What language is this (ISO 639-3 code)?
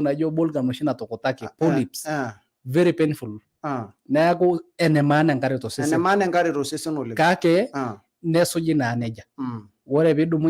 mas